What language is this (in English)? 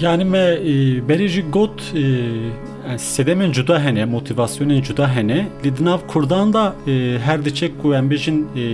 Kurdish